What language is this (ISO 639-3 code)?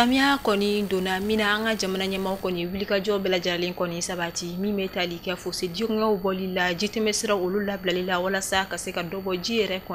bam